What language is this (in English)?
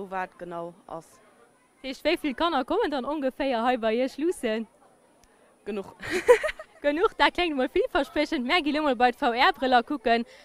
Luxembourgish